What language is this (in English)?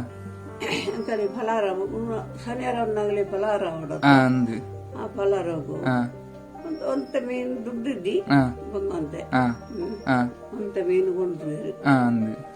Tulu